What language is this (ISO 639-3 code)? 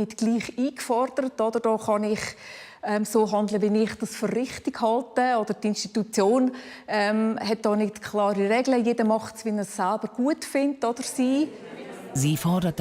gsw